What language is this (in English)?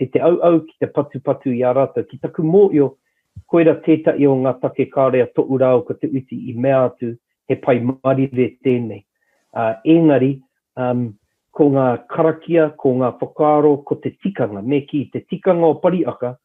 Māori